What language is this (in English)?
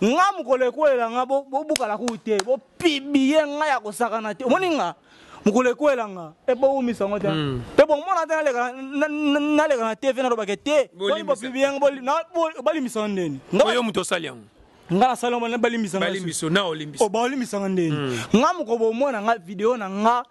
Lingala